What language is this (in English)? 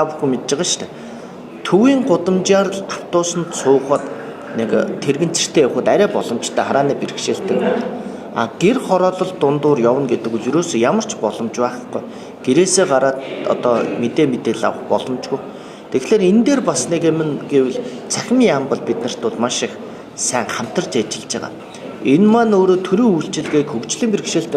Mongolian